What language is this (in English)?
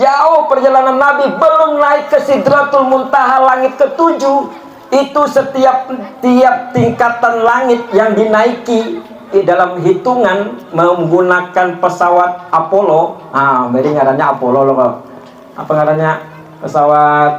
Banjar